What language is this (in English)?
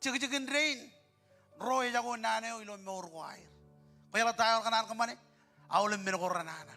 Marshallese